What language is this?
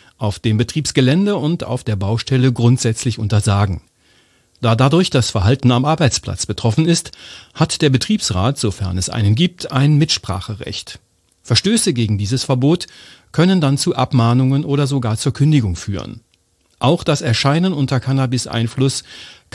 German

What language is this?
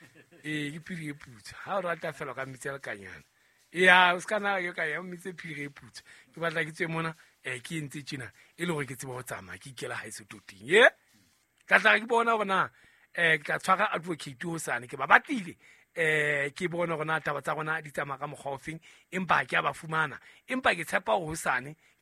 Southern Sotho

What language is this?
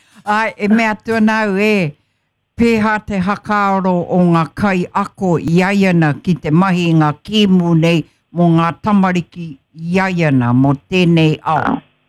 Māori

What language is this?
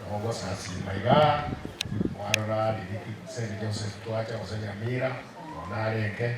Gusii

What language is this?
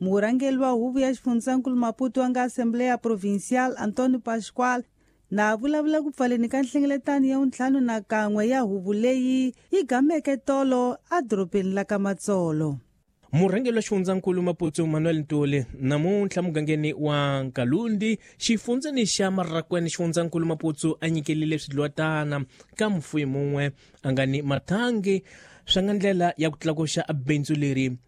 Tsonga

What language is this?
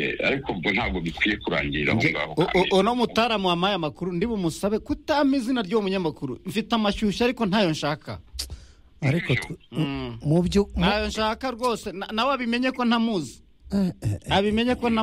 Kinyarwanda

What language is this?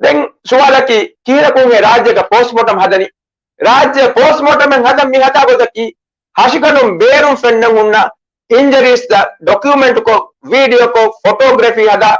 Divehi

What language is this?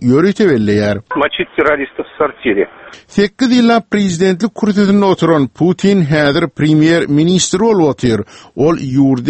Turkmen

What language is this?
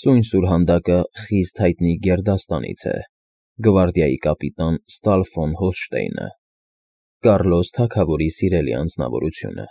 Armenian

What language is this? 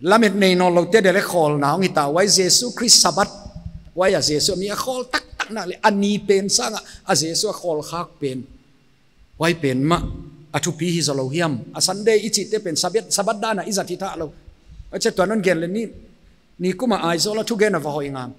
Paite Chin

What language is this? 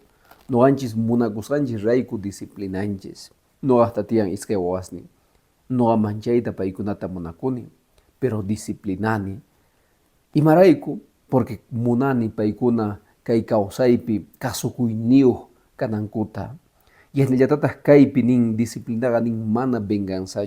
Quechua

